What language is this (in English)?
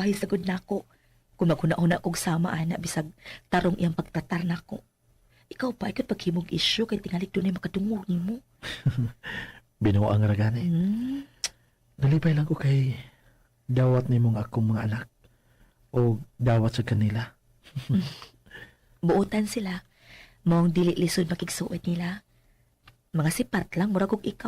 Cebuano